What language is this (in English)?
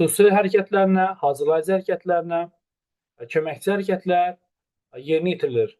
Azerbaijani